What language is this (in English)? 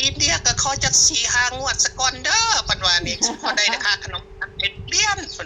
Northeastern Thai